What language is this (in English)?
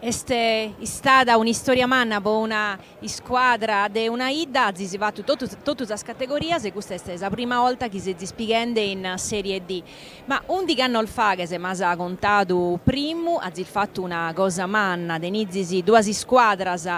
Sardinian